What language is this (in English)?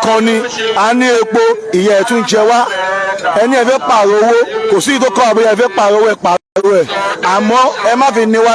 Yoruba